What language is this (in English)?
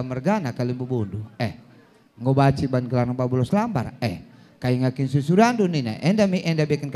Batak Karo